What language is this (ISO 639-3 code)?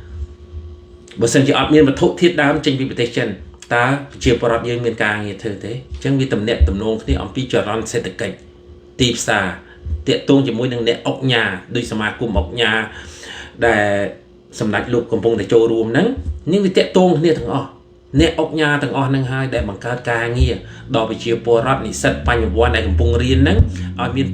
khm